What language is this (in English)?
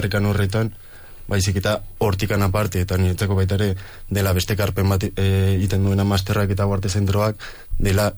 Basque